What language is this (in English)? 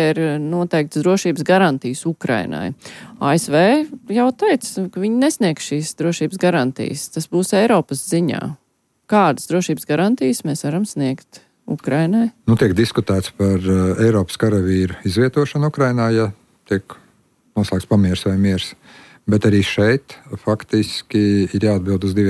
Latvian